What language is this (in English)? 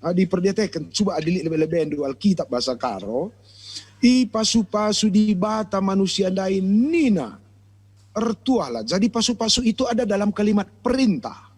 Batak Karo